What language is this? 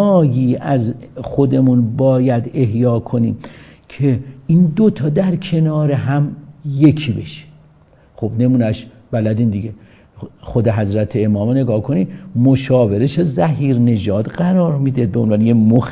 Persian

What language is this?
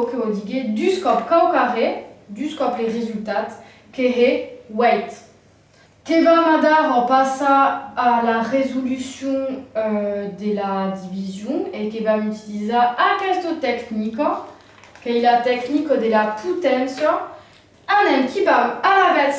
Occitan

